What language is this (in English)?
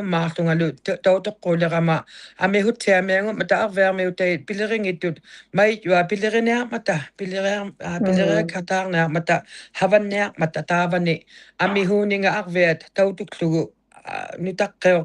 Inuktitut